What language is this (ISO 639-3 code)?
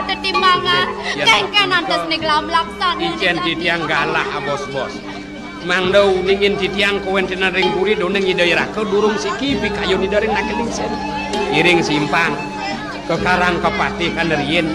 ban